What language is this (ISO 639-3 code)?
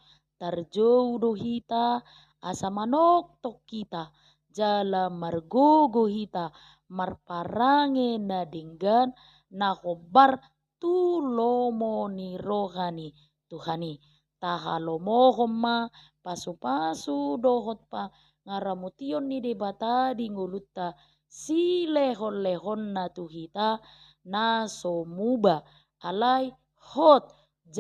bbc